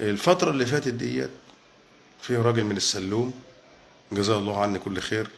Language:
Egyptian Arabic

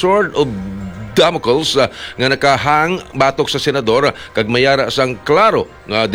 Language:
Hiligaynon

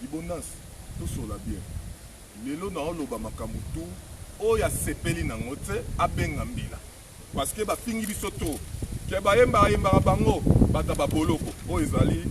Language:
Lingala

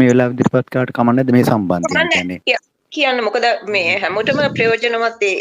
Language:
Sinhala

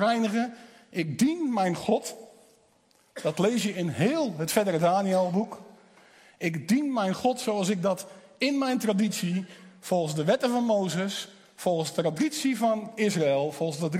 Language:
Dutch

